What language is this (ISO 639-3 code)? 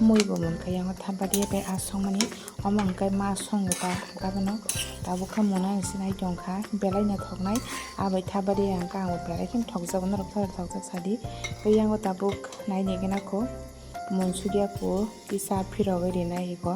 trp